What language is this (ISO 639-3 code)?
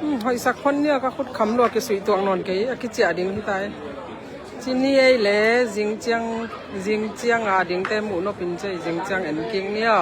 ctd